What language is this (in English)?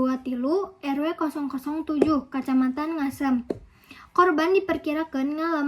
Sundanese